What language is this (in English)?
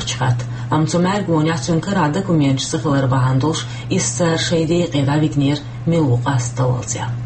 Chechen